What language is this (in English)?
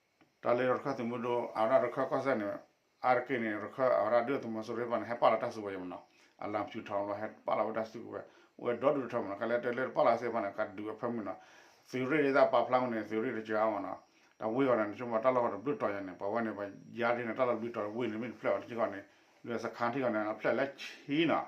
S'gaw Karen